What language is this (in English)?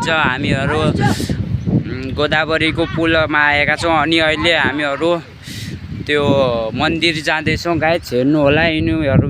Nepali